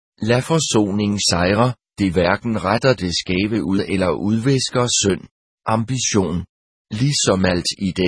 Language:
Danish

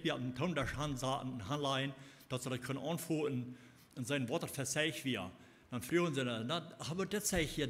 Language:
Plautdietsch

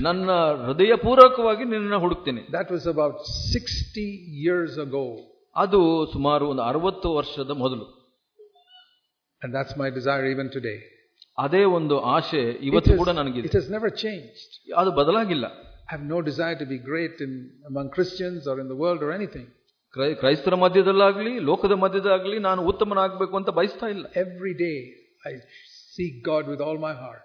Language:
Kannada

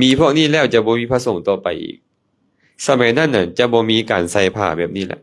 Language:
Lao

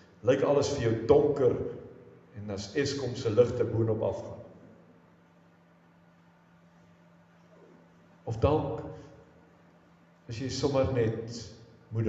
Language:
Afrikaans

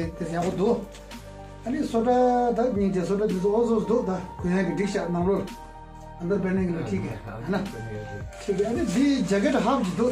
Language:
Tibetan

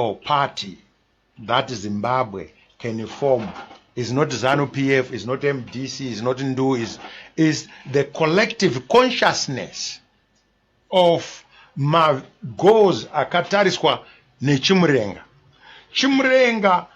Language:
Shona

